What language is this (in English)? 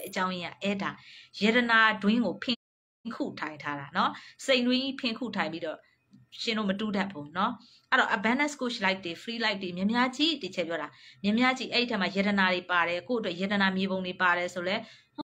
Burmese